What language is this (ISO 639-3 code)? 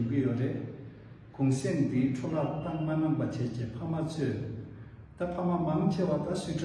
bod